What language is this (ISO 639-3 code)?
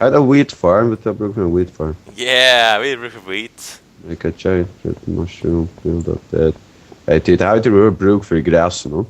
fao